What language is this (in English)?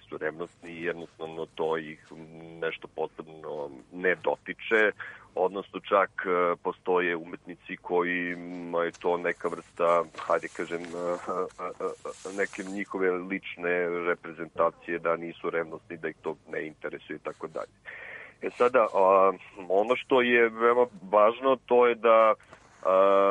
Serbian